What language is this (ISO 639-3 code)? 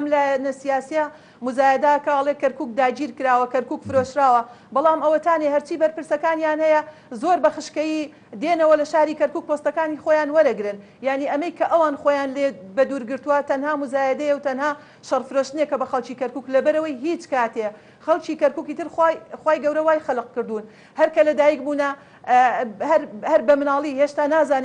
ckb